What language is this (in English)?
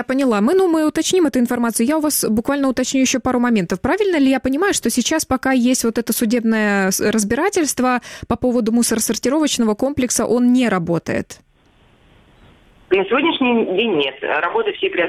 Russian